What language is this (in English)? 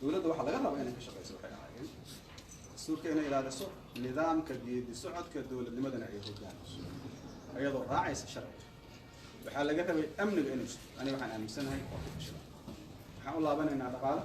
Somali